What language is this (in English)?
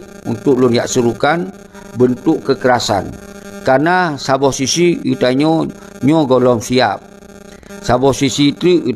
Achinese